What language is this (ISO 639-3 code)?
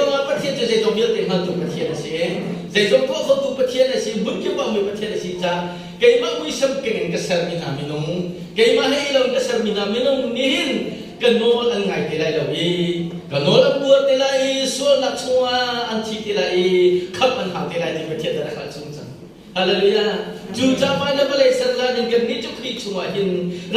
cnh